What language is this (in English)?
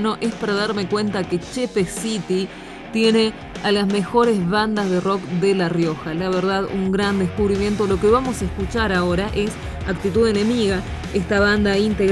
Spanish